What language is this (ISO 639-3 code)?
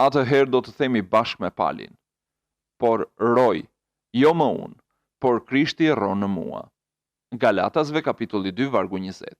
sqi